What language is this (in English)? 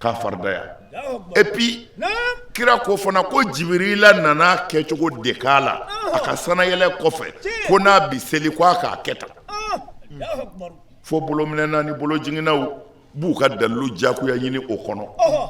Bambara